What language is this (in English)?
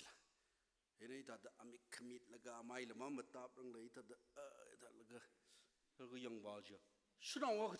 Tangkhul Naga (India)